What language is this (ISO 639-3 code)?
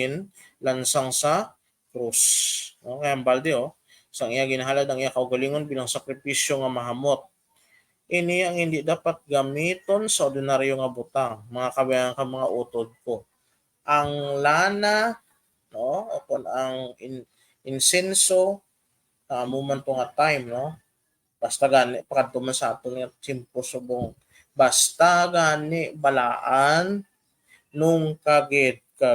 hil